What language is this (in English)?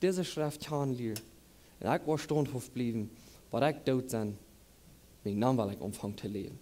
Plautdietsch